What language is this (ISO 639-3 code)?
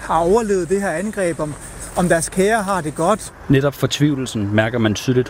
dan